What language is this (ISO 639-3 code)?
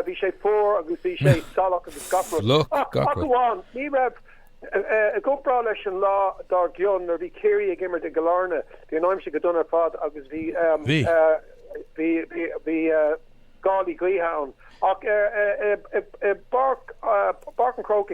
gle